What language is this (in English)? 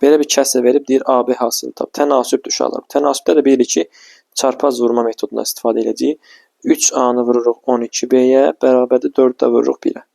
Azerbaijani